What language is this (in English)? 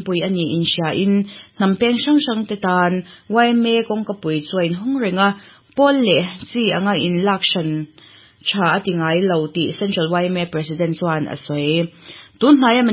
Mizo